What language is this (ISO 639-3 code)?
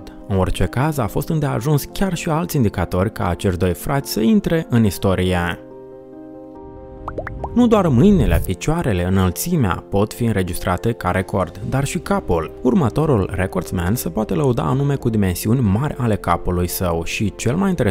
ron